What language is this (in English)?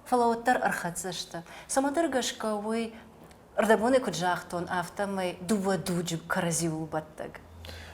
Ossetic